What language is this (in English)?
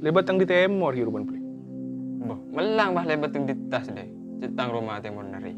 Madurese